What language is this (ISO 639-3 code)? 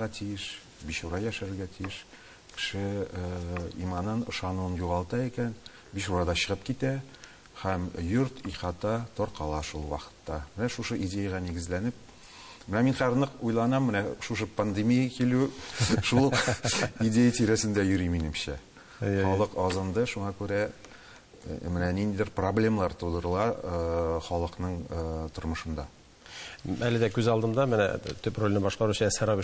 tat